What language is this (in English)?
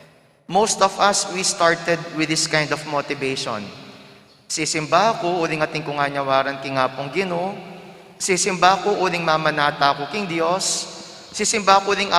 Pampanga